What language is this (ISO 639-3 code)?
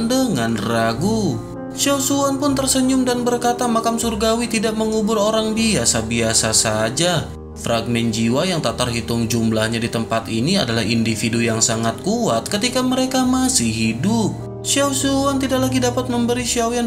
ind